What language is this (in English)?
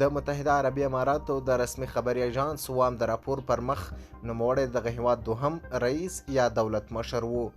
Pashto